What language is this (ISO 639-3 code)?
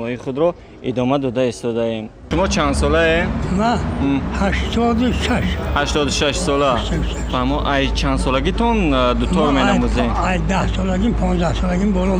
tgk